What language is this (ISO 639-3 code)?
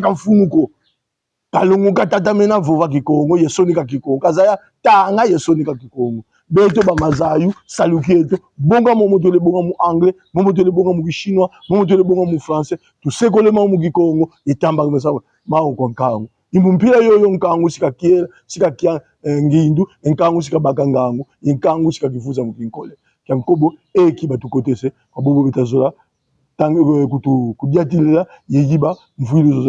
kon